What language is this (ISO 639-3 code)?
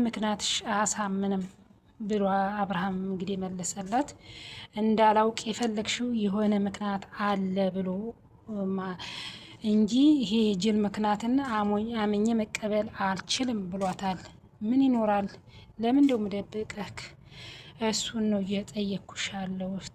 amh